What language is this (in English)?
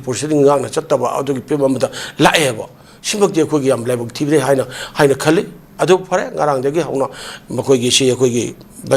Manipuri